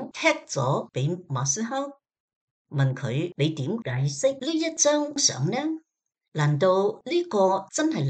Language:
Cantonese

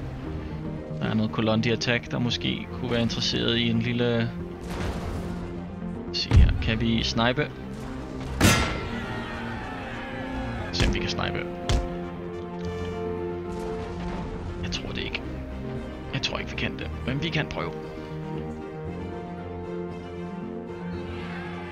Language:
Danish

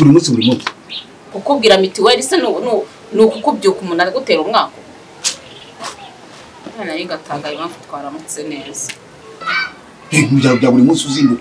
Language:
Kinyarwanda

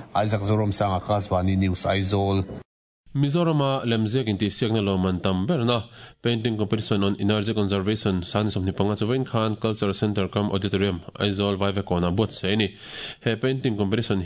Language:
Mizo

